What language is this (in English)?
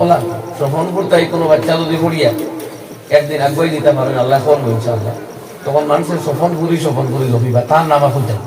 Sylheti